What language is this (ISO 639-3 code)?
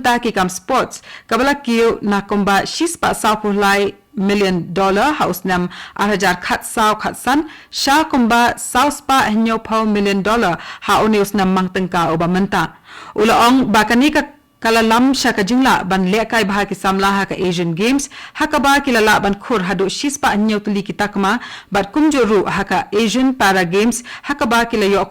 kha